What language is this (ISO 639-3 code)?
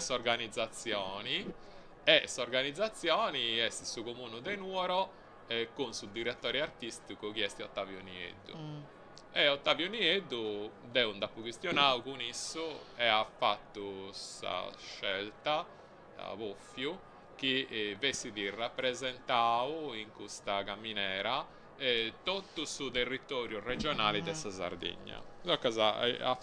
srd